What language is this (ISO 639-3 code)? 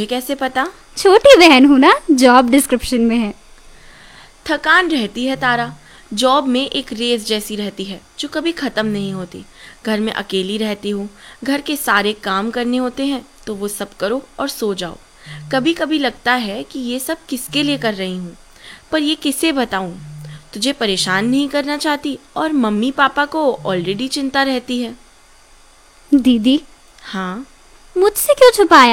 hin